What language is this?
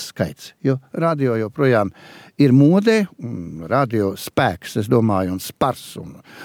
Latvian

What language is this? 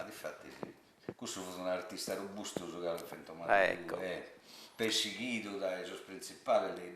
Sardinian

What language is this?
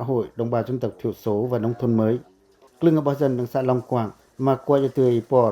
Pacoh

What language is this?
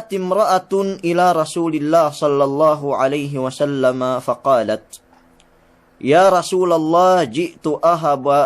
Yakan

